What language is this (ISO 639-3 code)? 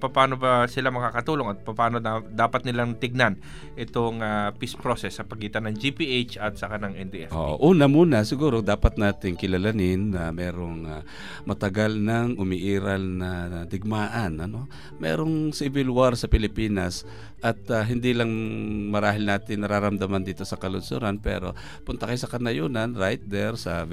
fil